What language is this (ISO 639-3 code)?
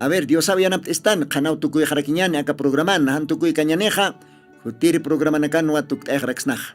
aym